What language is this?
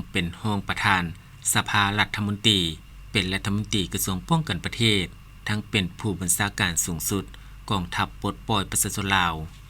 Lao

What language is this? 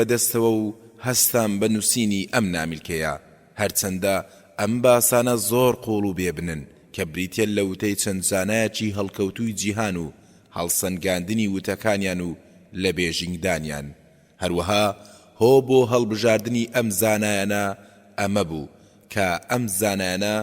Central Kurdish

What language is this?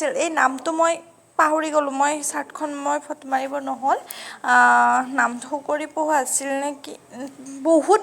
Assamese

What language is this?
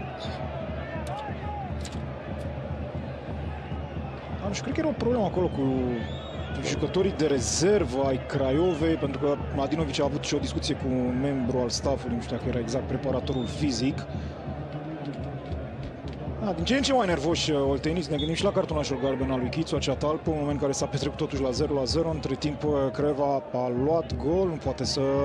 Romanian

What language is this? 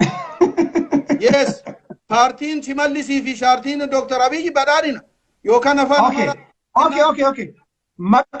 Oromo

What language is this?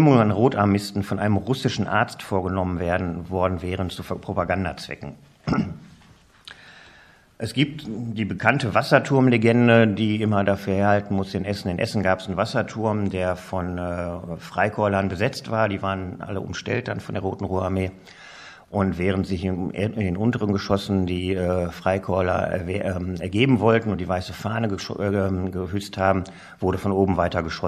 German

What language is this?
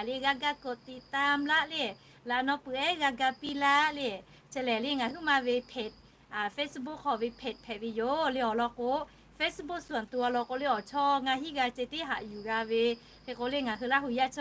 Lahu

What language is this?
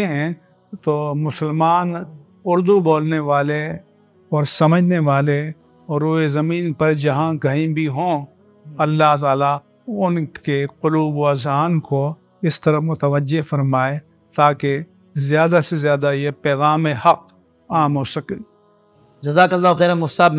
Urdu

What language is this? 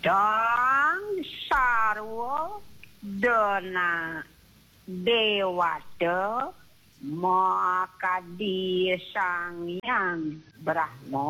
Balinese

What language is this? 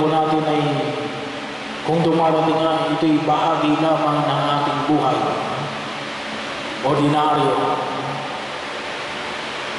Filipino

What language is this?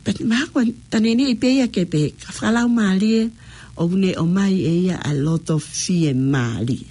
Tongan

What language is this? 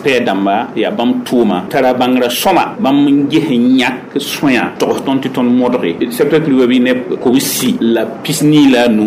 Mossi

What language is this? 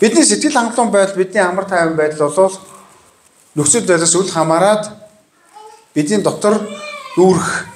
Mongolian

